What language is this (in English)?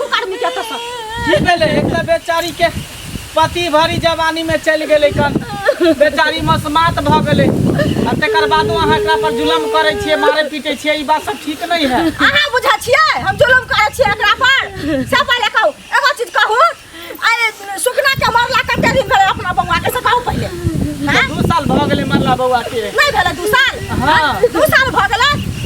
Maithili